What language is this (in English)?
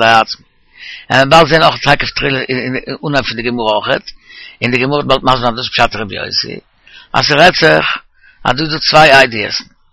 Yiddish